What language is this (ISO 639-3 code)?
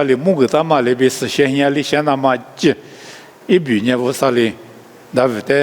lis